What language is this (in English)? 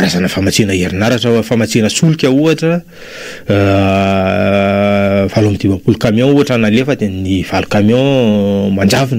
Malagasy